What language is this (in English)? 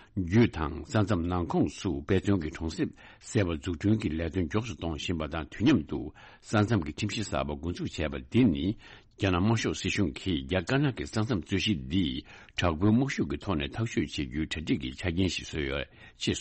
Tibetan